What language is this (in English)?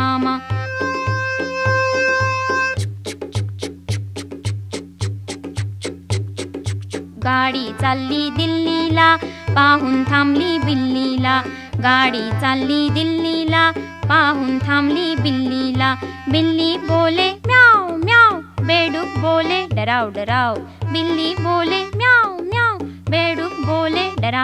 Marathi